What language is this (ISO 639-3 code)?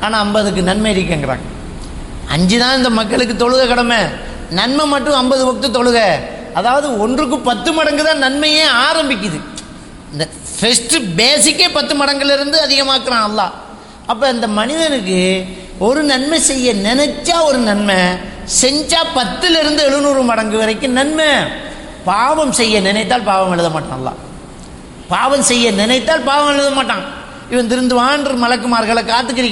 tam